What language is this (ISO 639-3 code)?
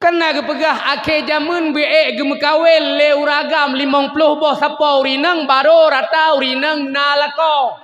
ace